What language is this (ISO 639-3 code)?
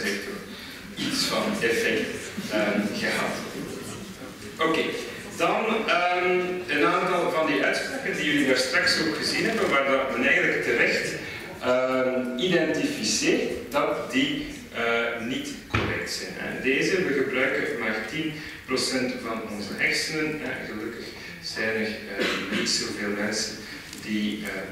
nld